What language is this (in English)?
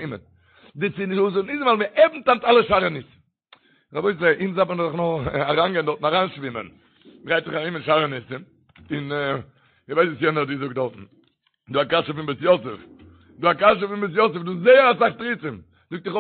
Yiddish